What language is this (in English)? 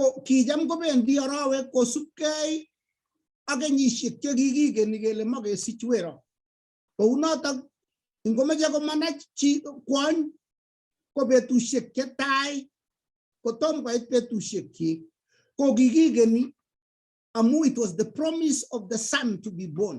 Kalenjin